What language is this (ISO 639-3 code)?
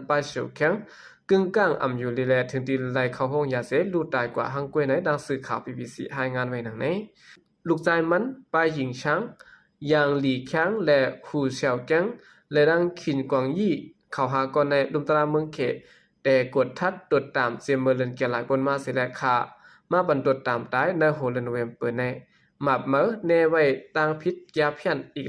shn